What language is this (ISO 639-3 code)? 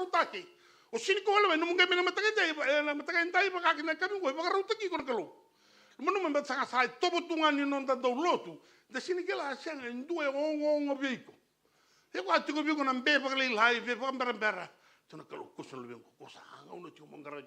fij